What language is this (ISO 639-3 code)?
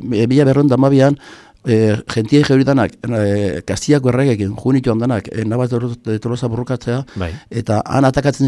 eus